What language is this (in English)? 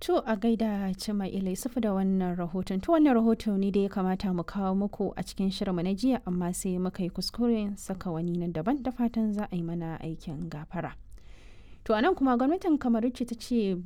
Hausa